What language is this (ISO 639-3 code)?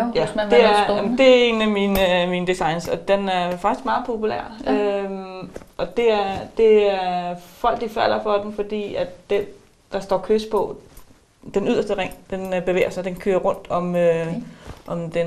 dan